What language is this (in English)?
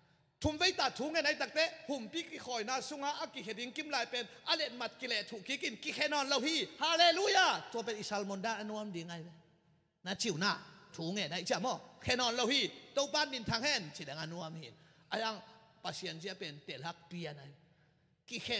Tedim Chin